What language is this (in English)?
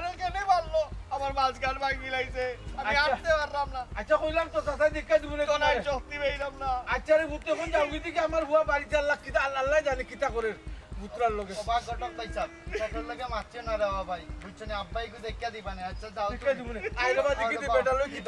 Sylheti